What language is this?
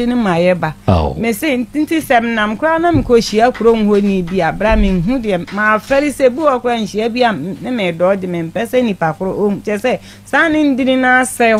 Akan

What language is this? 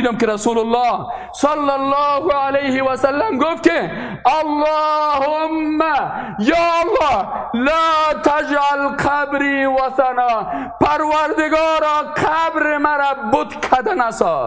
Persian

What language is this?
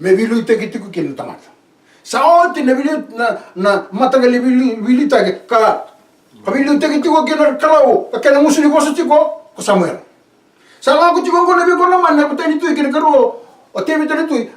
Fijian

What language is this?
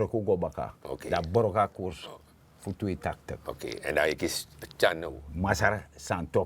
Sranan Tongo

